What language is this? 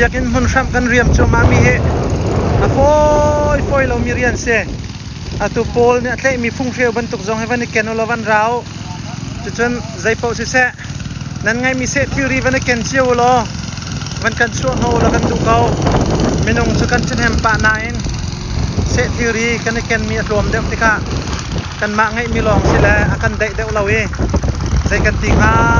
Hakha Chin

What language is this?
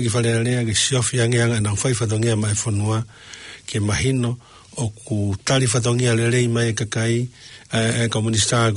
Tongan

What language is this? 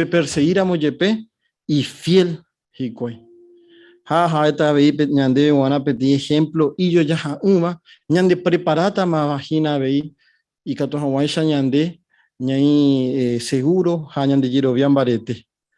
Guarani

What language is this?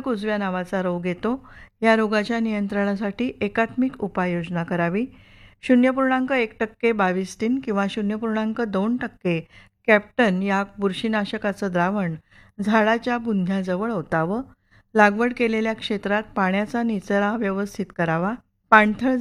Marathi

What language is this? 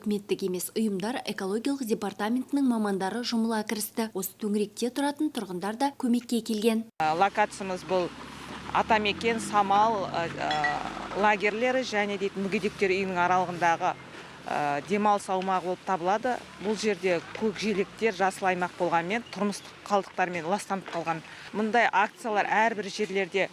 Kazakh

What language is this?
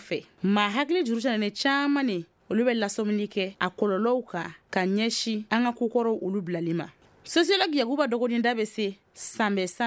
Bambara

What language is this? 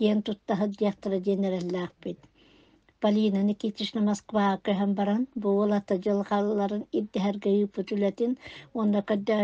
Yakut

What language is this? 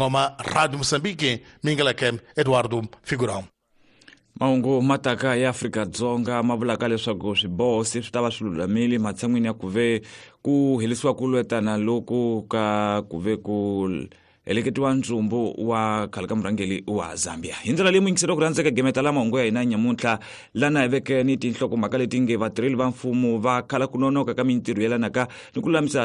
Tsonga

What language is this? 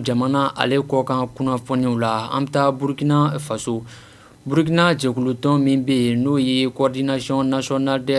Bambara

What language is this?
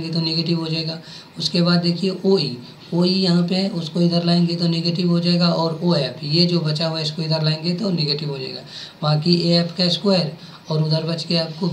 Hindi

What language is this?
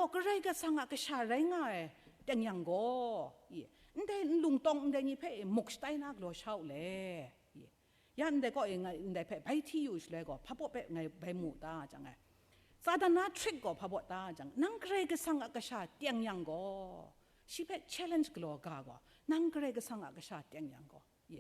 Kachin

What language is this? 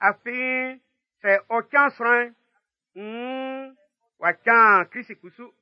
Baoulé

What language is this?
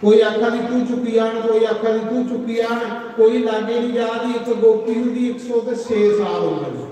Dogri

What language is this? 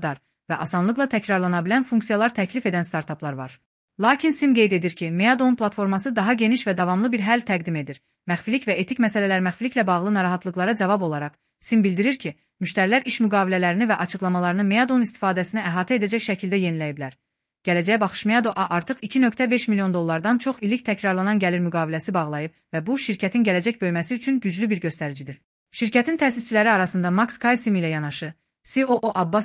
Azerbaijani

